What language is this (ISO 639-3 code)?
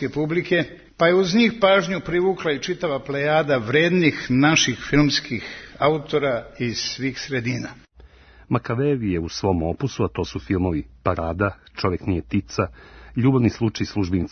srp